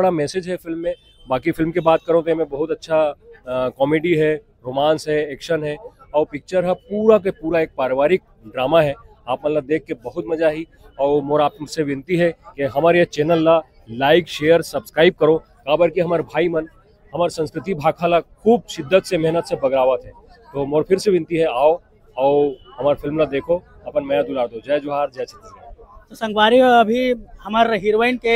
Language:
Chhattisgarhi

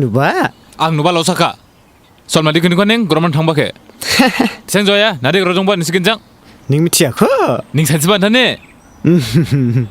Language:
Dimasa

